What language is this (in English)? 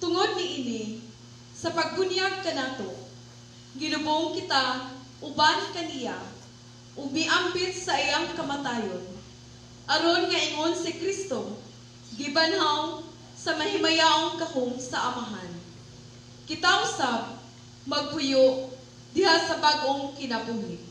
Cebuano